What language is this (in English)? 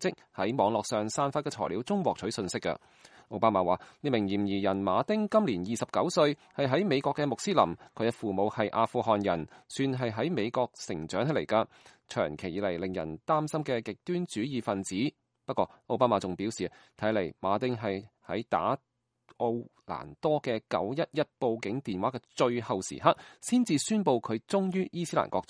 Cantonese